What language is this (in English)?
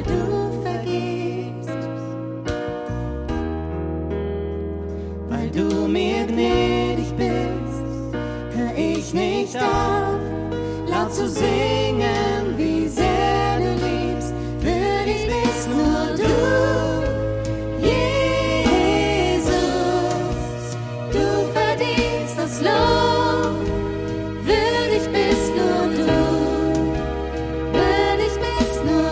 German